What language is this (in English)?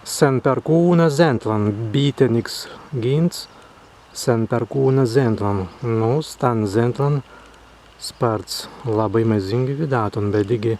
Prussian